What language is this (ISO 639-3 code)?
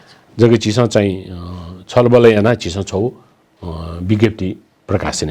new